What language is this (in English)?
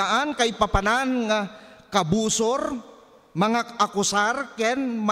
Iloko